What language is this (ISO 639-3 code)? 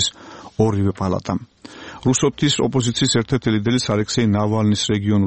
kat